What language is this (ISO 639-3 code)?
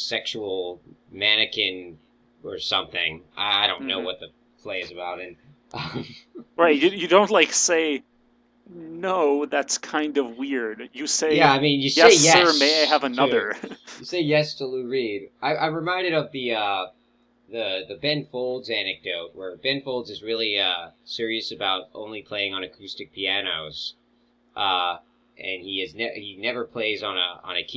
eng